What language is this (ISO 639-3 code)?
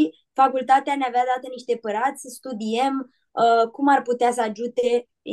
rup